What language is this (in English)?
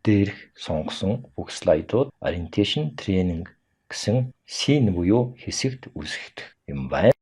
Mongolian